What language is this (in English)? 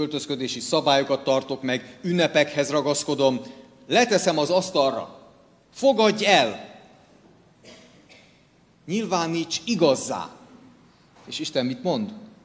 Hungarian